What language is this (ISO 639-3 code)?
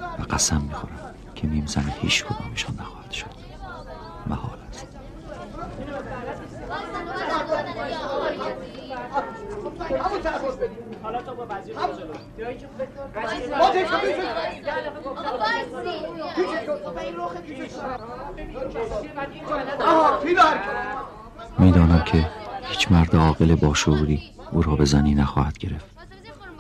fas